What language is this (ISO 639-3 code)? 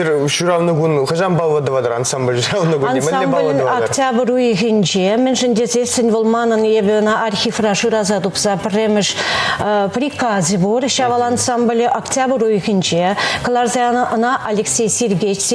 chv